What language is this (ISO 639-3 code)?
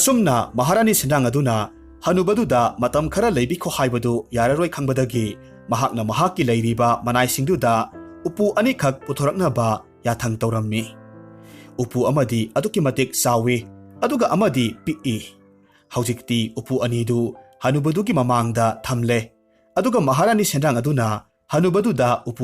mni